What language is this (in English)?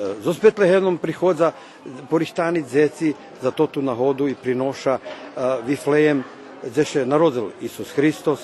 Rusyn